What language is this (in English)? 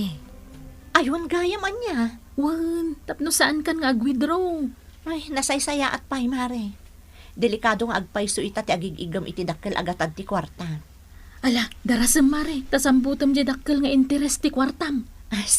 Iloko